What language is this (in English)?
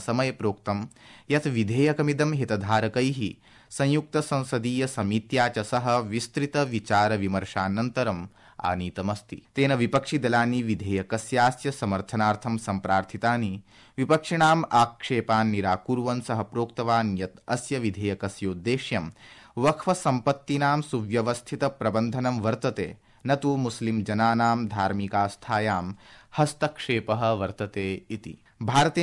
Sanskrit